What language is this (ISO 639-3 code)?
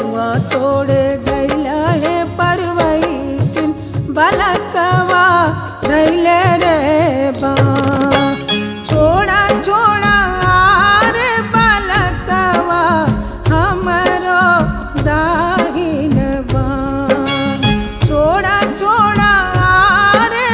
bho